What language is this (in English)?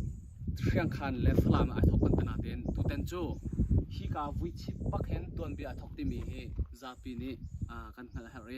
Hakha Chin